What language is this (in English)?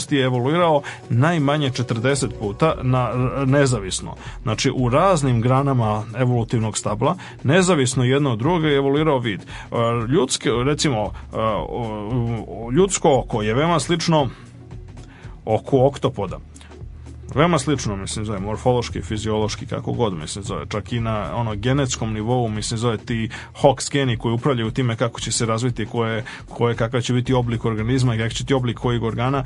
Serbian